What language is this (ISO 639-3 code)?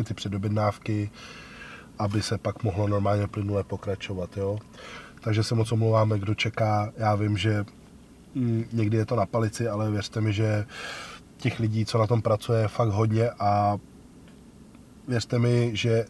ces